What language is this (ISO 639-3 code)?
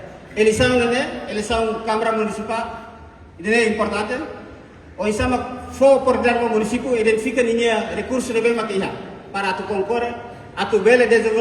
tet